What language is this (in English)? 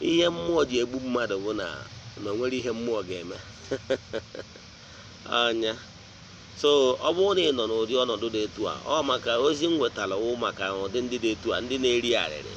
Igbo